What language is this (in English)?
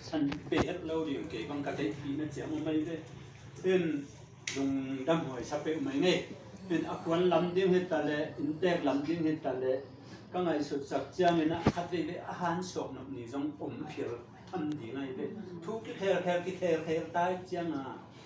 Tedim Chin